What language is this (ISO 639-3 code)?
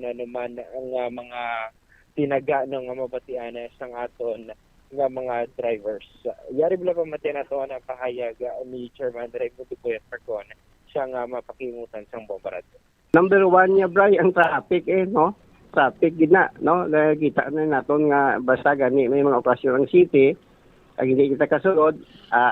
hil